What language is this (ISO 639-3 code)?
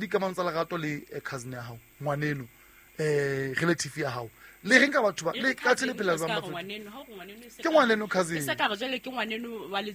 sot